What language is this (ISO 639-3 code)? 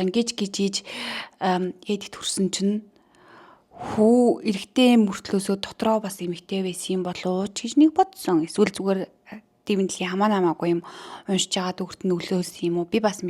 mon